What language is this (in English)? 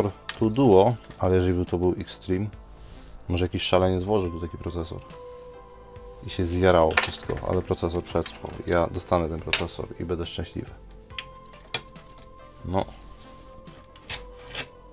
Polish